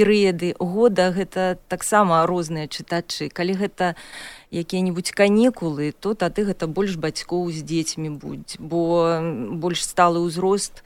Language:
Belarusian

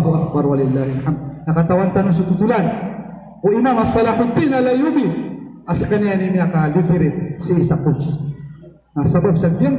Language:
Maranao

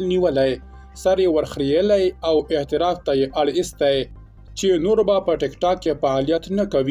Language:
Pashto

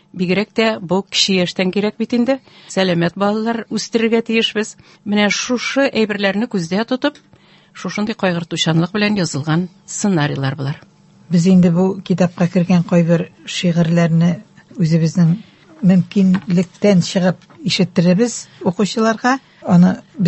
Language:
Tatar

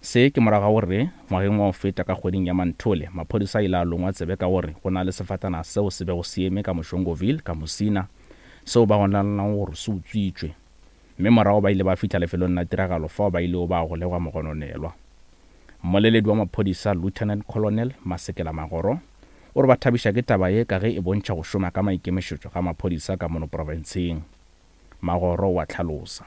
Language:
Northern Sotho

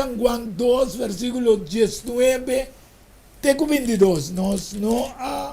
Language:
Papiamento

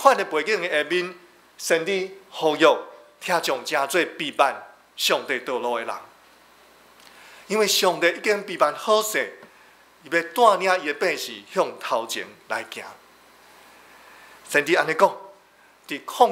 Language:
Min Nan Chinese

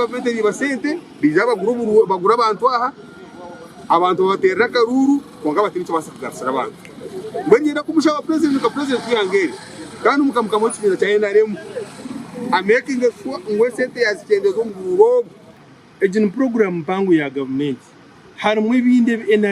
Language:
Nyankole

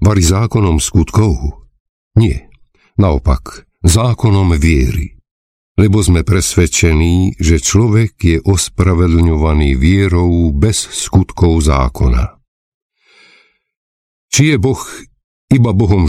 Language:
Slovak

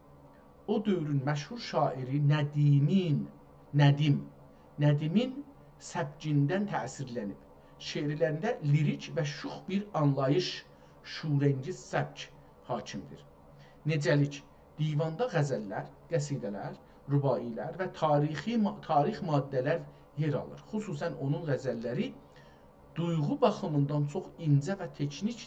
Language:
South Azerbaijani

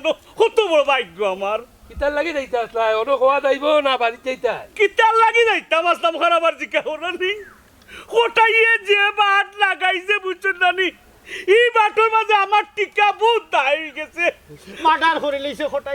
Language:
Sylheti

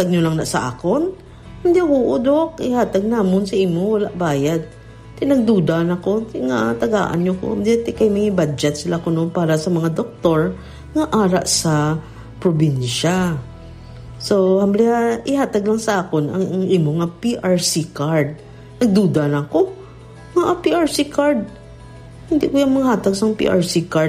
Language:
Hiligaynon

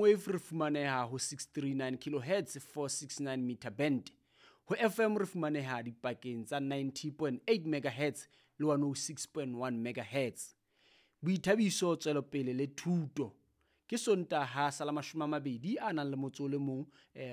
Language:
Southern Sotho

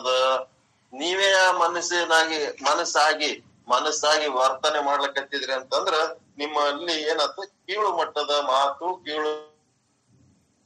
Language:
Kannada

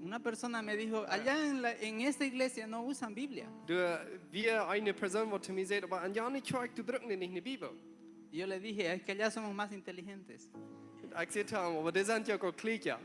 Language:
Plautdietsch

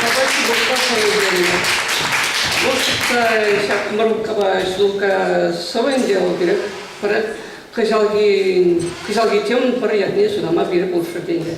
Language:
Chuvash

